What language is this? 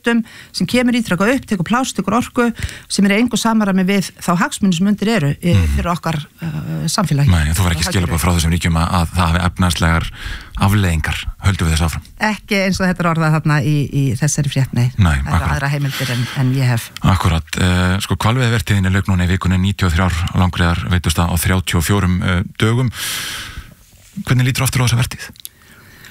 Icelandic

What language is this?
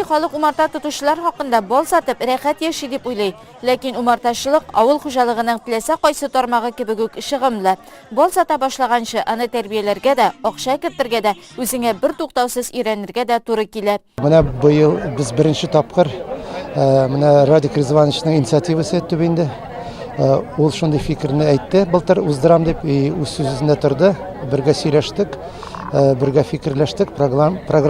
Tatar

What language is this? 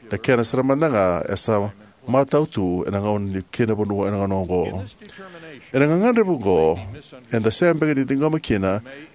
Fijian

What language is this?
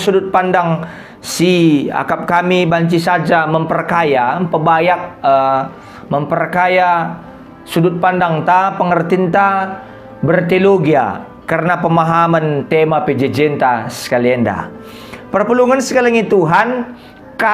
Batak Karo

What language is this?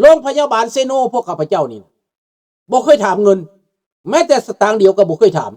Lao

